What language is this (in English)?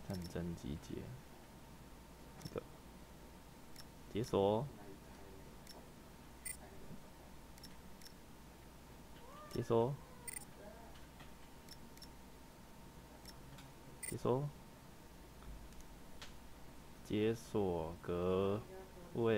Chinese